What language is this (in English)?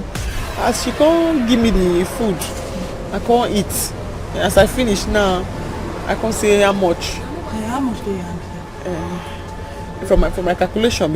Nigerian Pidgin